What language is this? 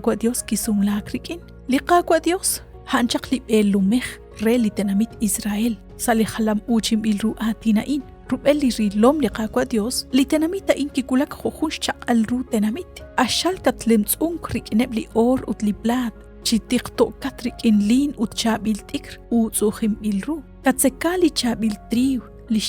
Kekchí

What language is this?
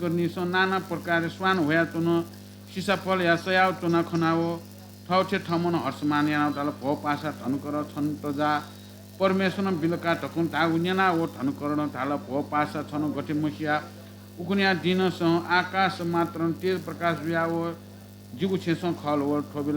Newari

